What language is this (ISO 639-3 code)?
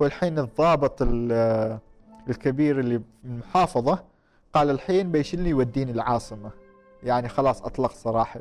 afb